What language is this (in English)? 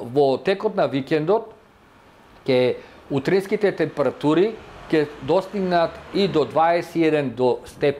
Macedonian